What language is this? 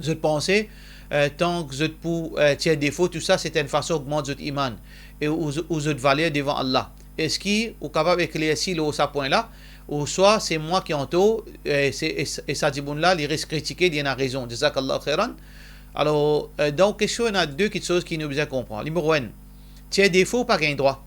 Morisyen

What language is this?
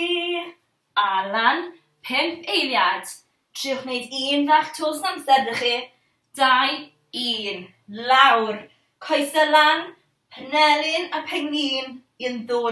Welsh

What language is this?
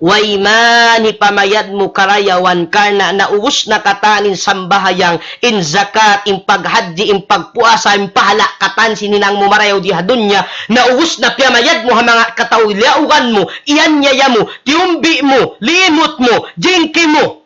Tausug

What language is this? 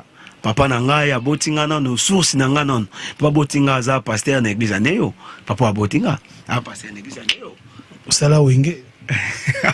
Lingala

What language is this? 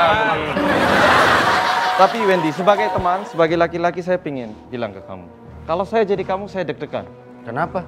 Indonesian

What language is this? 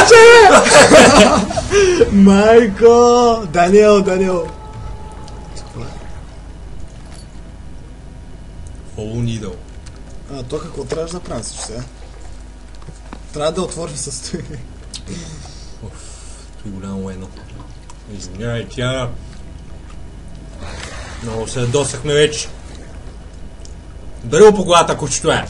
Bulgarian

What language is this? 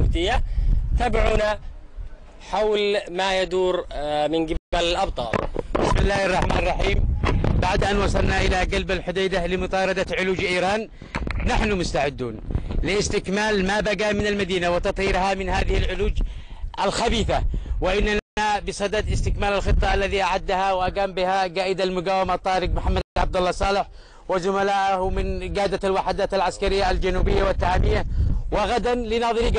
Arabic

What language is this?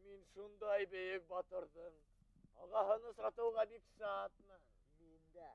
Bashkir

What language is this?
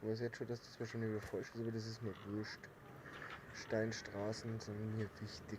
Bavarian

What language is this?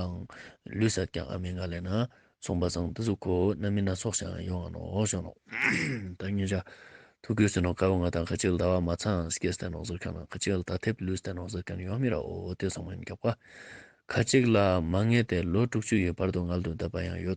Ladakhi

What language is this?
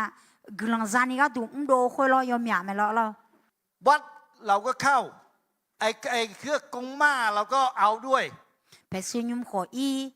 Akha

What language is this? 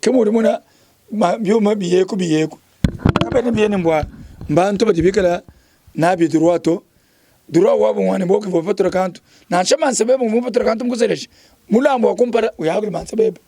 Luba-Lulua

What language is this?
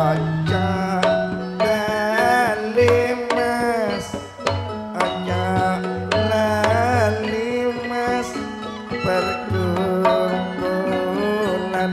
Madurese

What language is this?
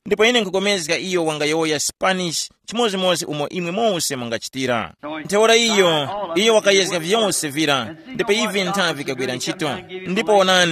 Tumbuka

